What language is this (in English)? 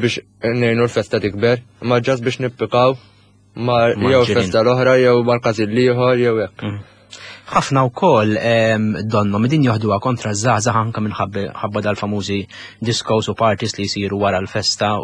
Maltese